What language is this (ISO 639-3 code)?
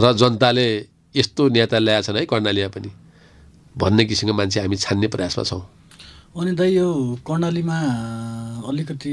nep